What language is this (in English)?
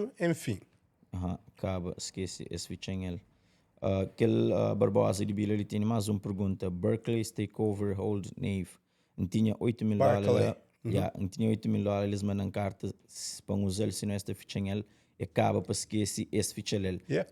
Kabuverdianu